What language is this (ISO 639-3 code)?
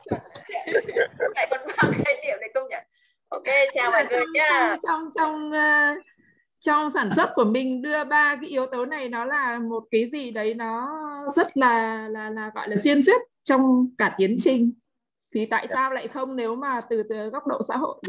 vie